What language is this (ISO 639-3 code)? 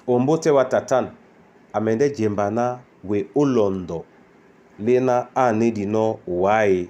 dua